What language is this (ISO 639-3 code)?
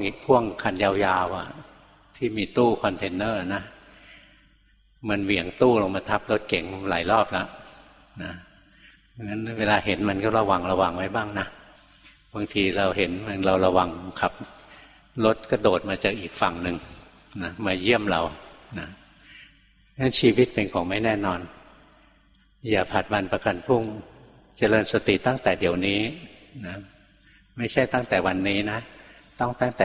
tha